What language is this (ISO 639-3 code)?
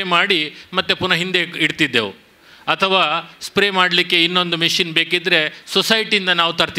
kan